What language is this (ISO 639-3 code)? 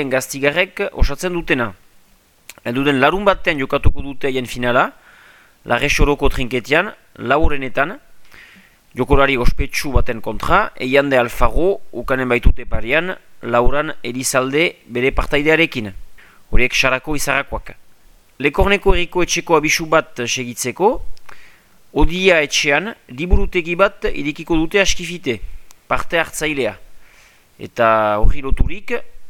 eus